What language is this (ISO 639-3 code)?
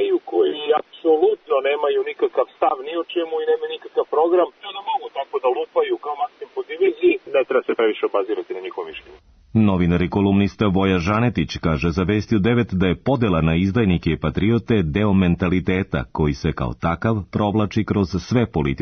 srp